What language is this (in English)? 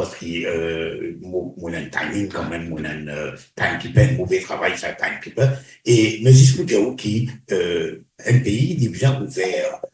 Morisyen